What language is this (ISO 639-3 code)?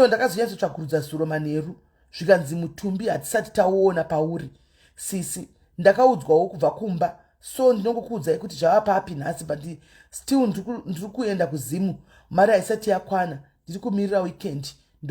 sna